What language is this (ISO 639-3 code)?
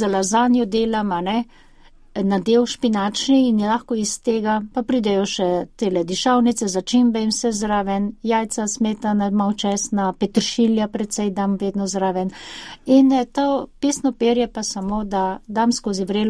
slv